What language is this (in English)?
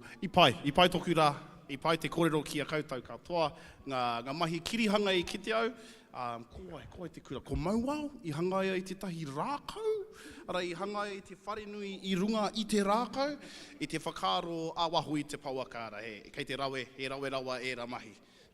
Māori